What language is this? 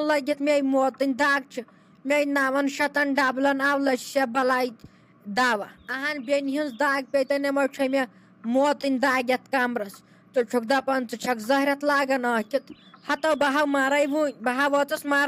Kashmiri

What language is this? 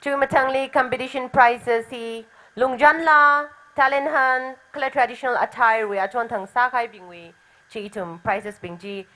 Tangkhul Naga (India)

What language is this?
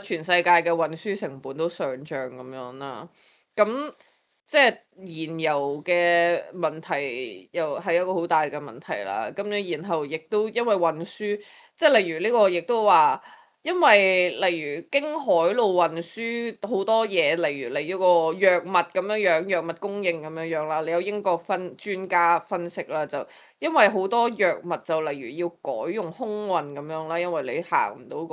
Cantonese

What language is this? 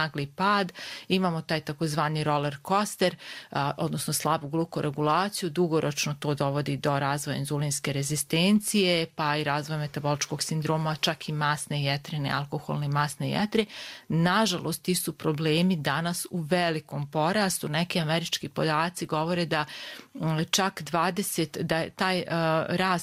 Serbian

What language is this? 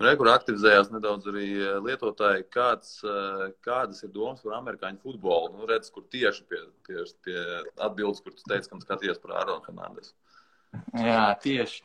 Latvian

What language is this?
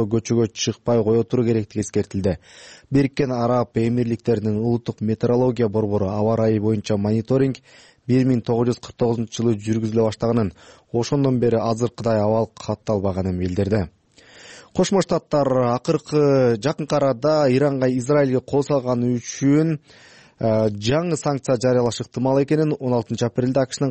Kyrgyz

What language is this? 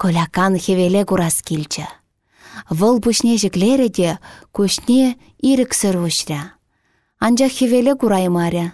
Chuvash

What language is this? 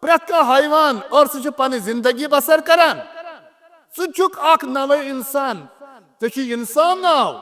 Kashmiri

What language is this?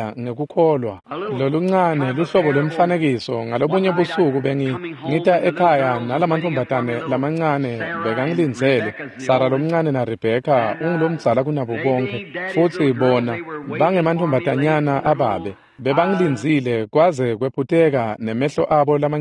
Swati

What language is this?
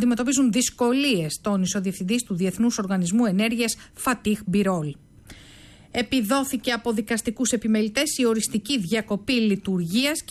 Greek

